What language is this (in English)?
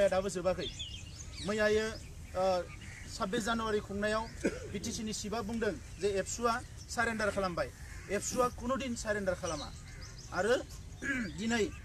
Bodo